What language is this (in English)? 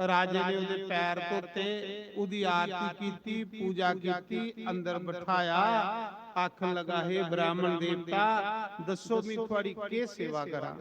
Dogri